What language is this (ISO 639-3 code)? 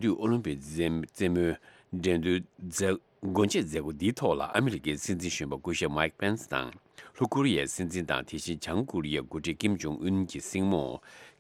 bod